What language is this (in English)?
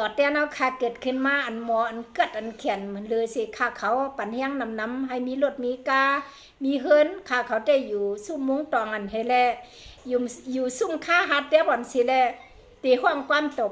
Shan